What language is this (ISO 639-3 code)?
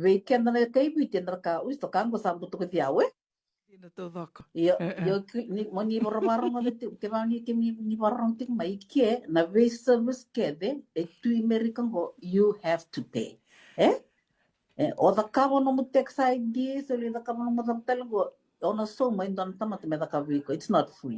fij